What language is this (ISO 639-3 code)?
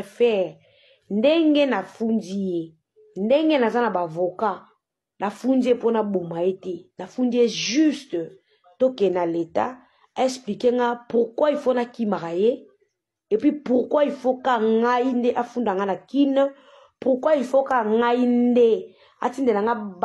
lin